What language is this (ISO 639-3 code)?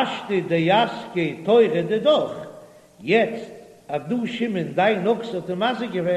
yid